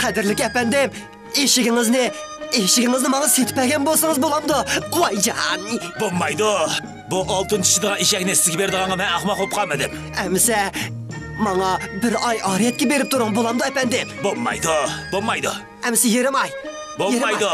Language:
Uyghur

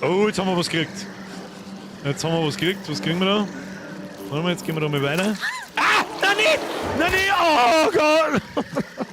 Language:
Bavarian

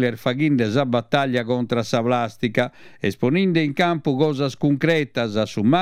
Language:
Sardinian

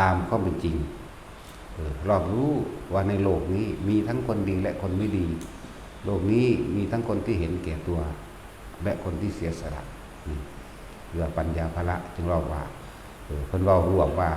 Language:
Northeastern Thai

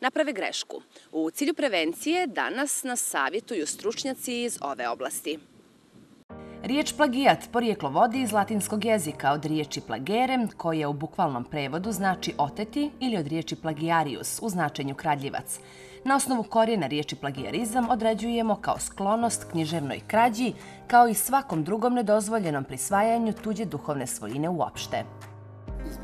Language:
Bosnian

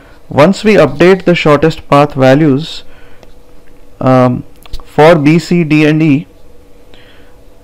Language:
English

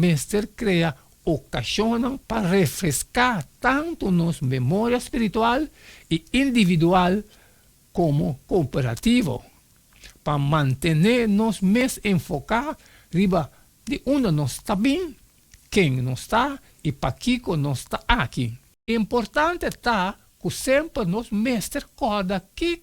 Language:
Papiamento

